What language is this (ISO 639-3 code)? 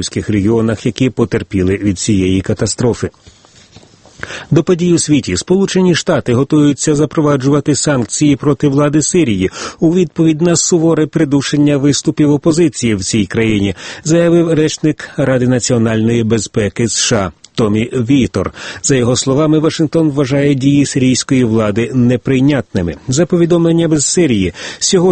ukr